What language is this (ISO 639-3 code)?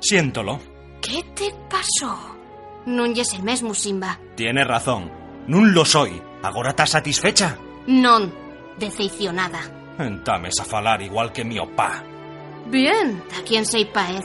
ast